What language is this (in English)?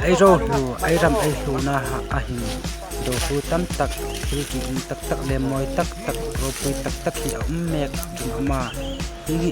Hmar